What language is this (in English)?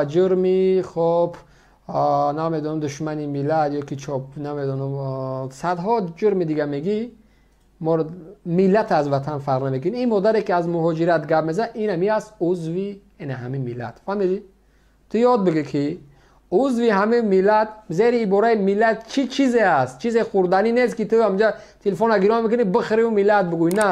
Tajik